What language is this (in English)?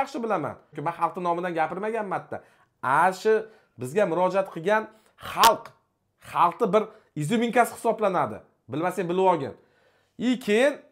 Uzbek